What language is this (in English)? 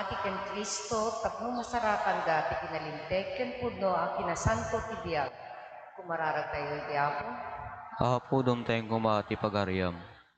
Iloko